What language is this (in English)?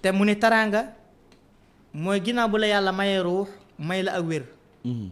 Wolof